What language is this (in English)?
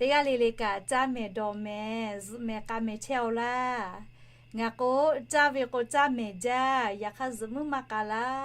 Lahu